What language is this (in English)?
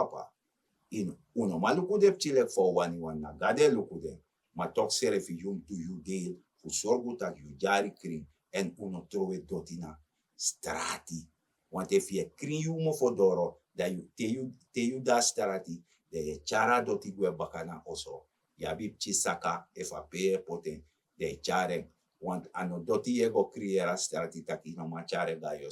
Sranan Tongo